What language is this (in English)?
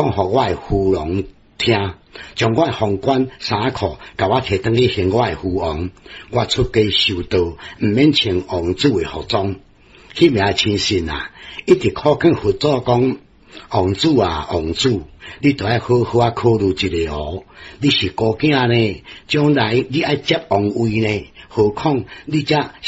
Min Nan Chinese